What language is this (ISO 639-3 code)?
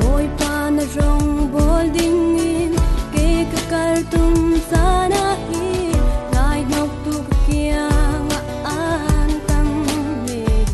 cfm